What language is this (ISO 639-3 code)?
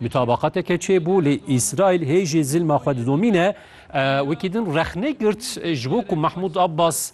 kur